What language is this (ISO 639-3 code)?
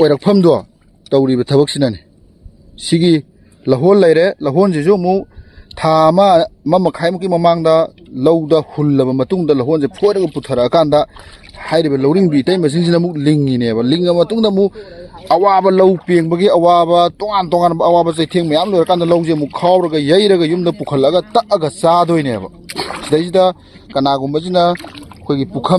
mni